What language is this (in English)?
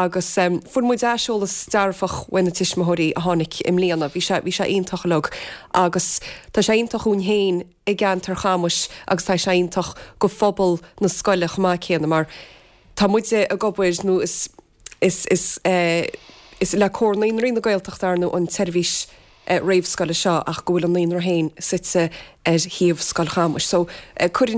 Irish